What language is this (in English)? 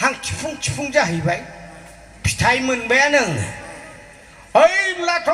Bodo